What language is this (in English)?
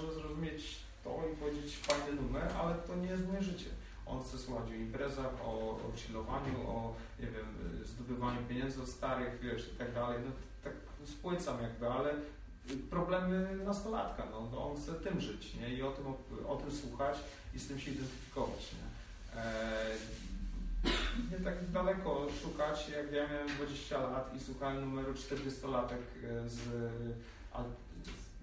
Polish